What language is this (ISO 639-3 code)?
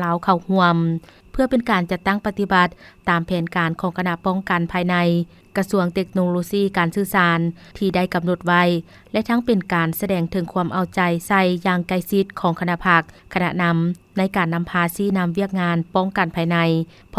lao